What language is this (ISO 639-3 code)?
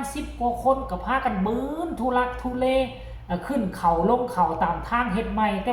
tts